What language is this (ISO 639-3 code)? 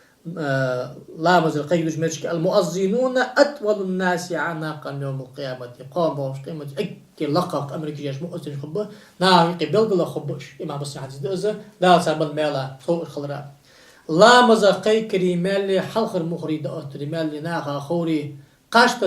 inh